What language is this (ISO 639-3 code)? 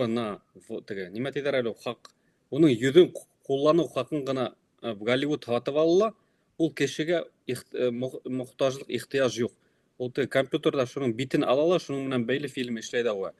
bak